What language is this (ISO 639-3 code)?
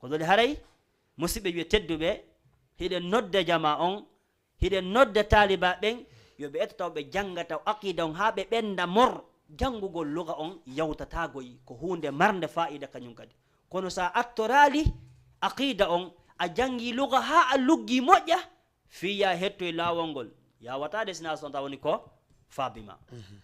ful